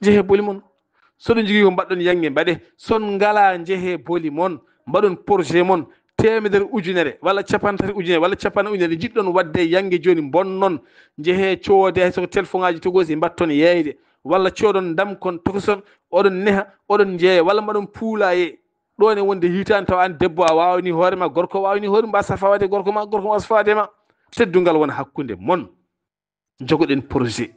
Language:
Fula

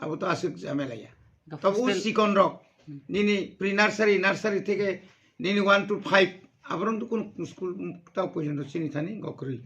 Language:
Kok Borok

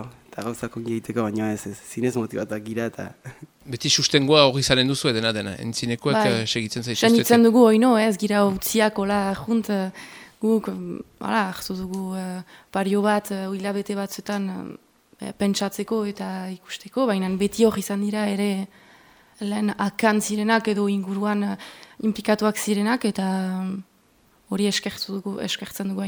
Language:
Basque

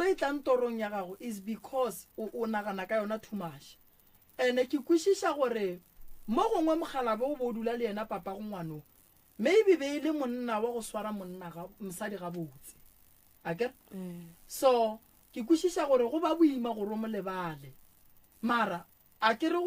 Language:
Northern Sotho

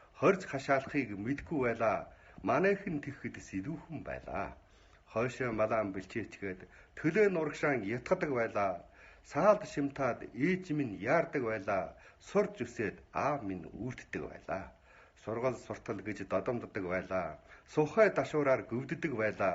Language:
Mongolian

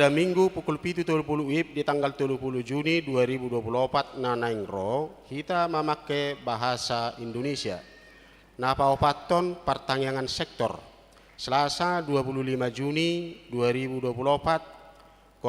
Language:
Batak Toba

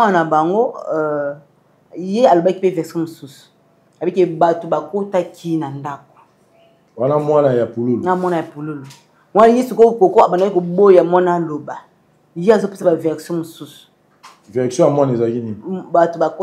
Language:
Lingala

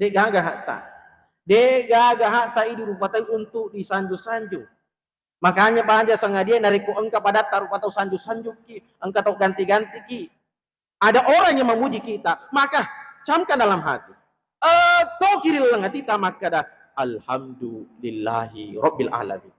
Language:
Buginese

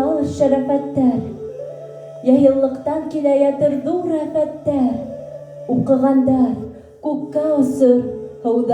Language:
Bashkir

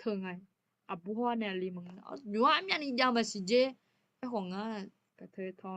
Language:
Akha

